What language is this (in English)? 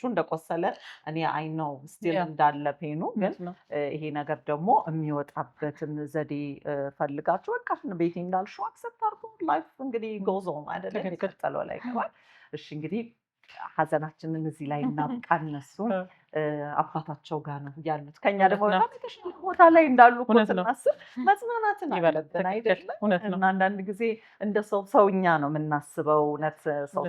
Amharic